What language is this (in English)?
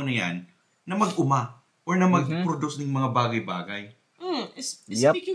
Bikol